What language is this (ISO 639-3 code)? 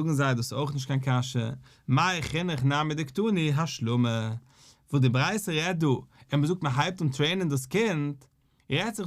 yid